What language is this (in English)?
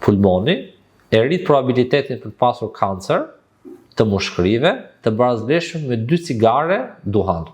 Albanian